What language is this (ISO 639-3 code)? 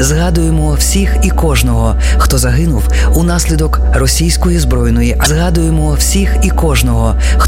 ukr